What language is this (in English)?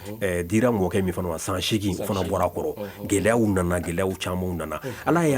Bambara